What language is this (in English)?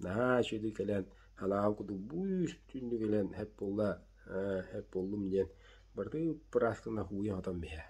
Yakut